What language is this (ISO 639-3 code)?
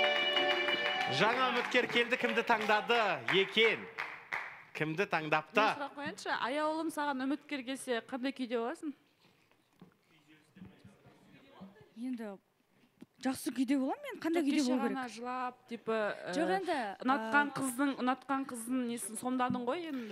kaz